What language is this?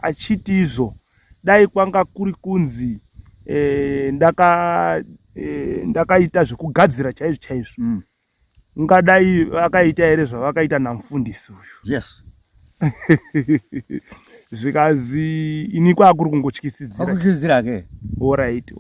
Shona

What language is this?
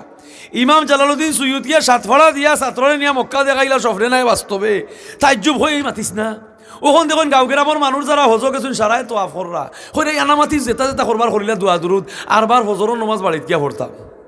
Sylheti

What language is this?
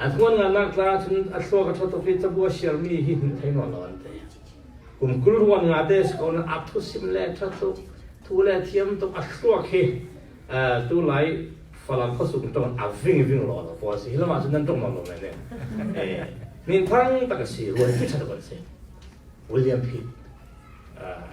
Falam Chin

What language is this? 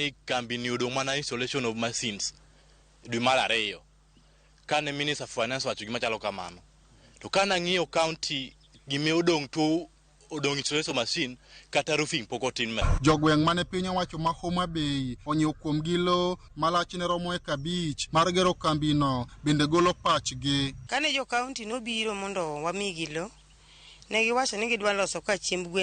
Luo (Kenya and Tanzania)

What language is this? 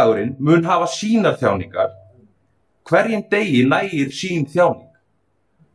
Icelandic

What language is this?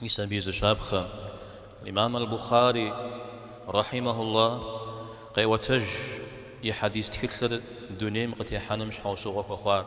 Kabardian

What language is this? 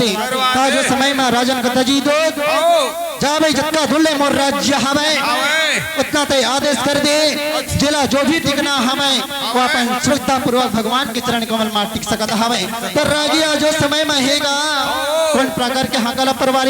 Chhattisgarhi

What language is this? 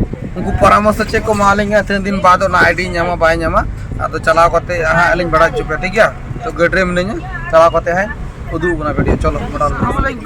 Santali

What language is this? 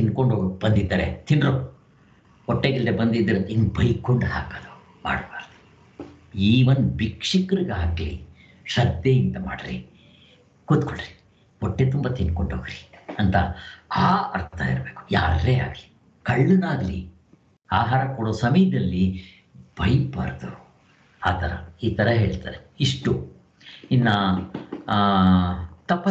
Kannada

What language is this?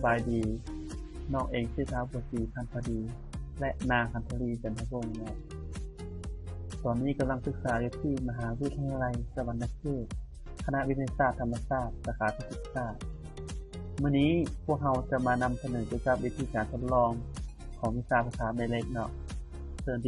Lao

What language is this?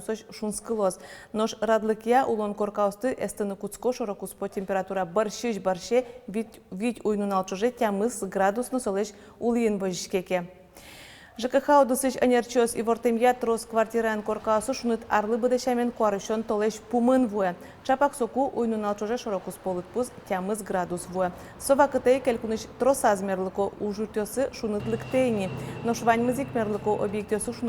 Udmurt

